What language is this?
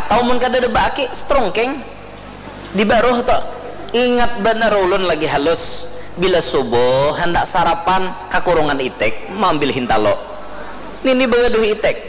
Banjar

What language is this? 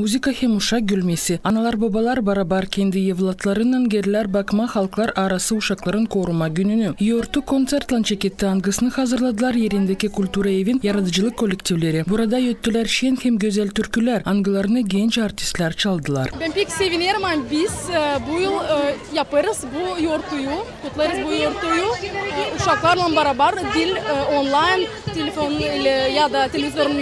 Gagauz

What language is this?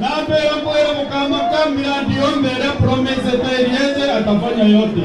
Meru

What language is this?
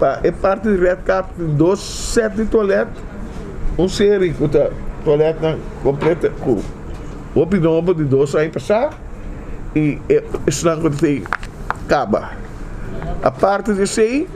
Papiamento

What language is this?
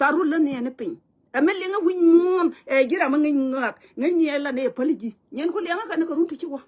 Nuer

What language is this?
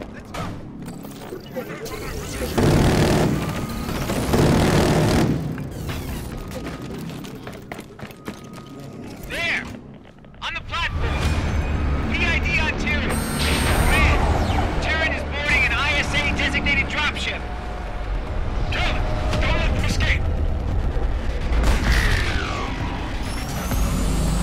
English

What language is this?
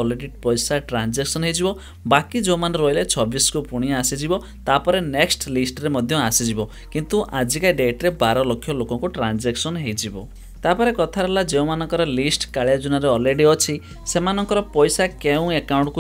Odia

